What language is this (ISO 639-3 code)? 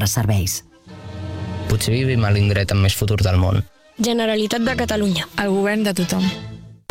cat